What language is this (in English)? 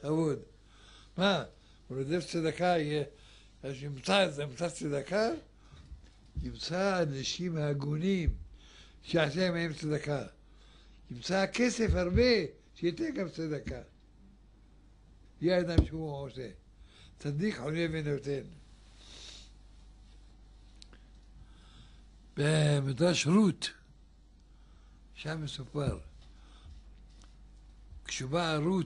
Hebrew